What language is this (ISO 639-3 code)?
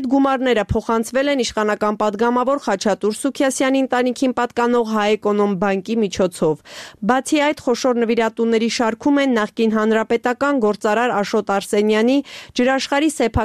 hye